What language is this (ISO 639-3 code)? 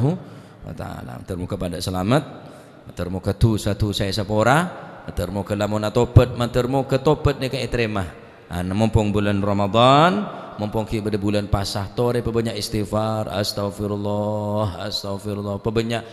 mad